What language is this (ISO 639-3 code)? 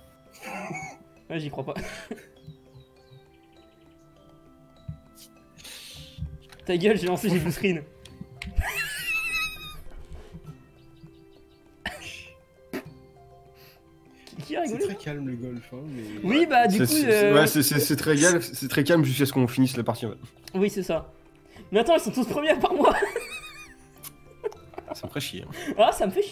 fra